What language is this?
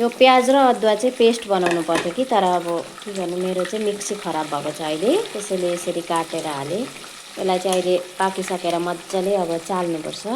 Nepali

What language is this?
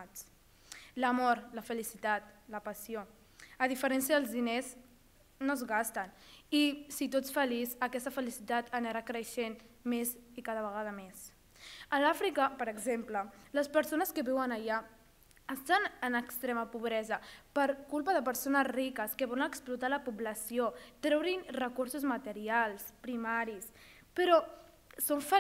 Catalan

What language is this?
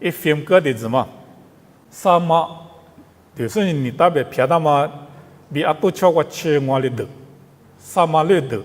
Lisu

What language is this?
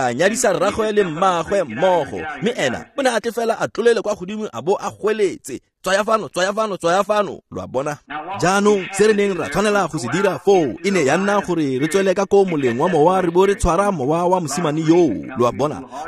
Tswana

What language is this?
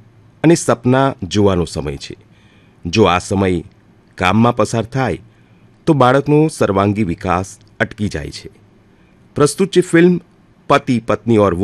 Gujarati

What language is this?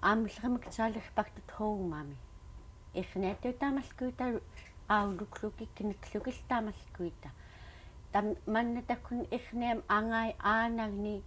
Central Yupik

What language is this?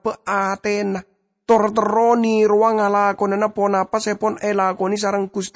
Madurese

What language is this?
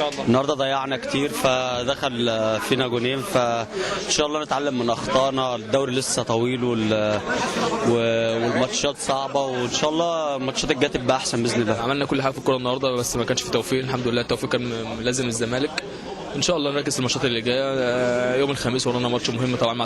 Egyptian Arabic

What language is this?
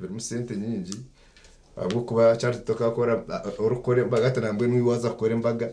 Nyankole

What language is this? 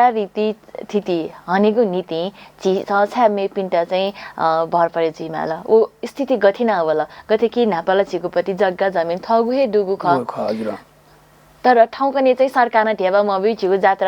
Newari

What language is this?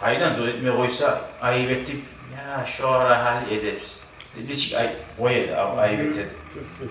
Kumyk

